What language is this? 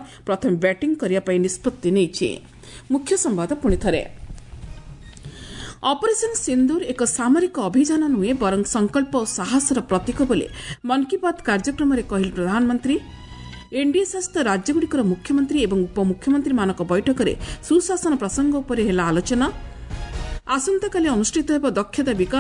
Odia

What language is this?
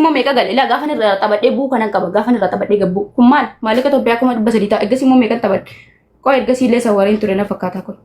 Oromo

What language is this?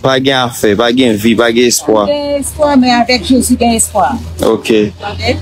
Haitian Creole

